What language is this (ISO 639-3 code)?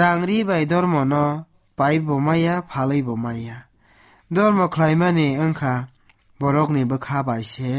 trp